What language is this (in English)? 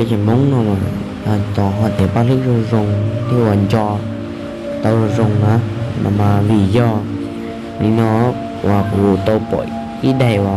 Hmong